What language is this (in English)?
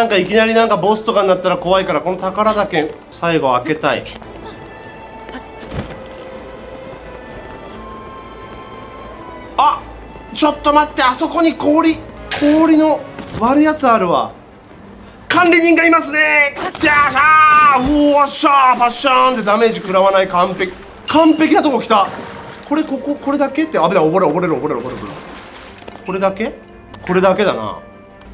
Japanese